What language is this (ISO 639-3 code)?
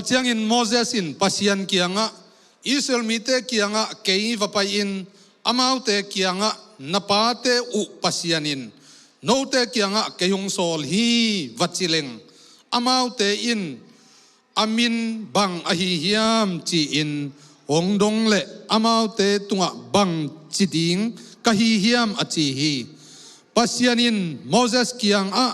ctd